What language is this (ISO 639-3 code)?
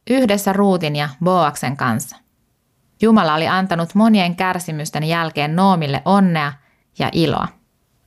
fin